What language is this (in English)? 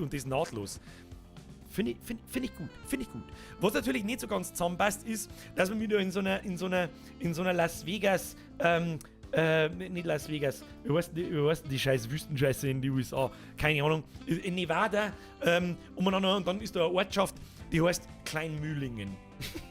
Bavarian